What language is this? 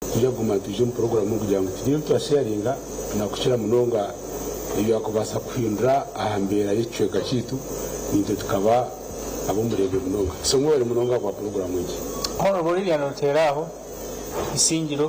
Nyankole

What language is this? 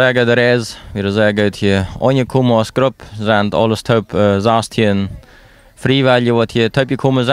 Plautdietsch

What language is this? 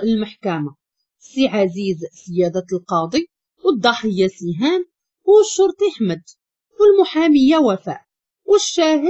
Moroccan Arabic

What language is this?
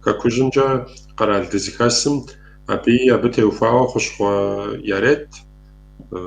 Kabardian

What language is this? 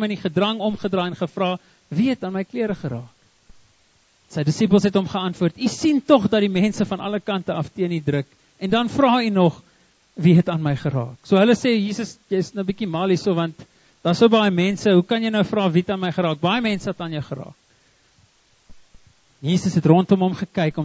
Afrikaans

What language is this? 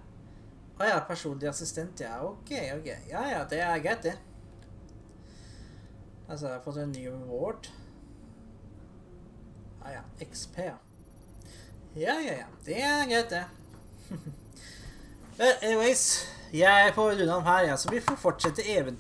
Norwegian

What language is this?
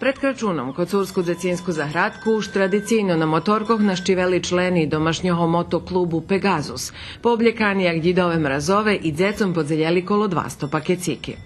Rusyn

